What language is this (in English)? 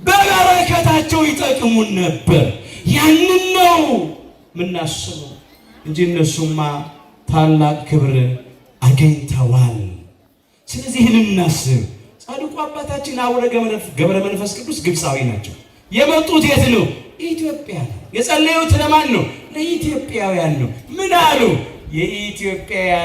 Amharic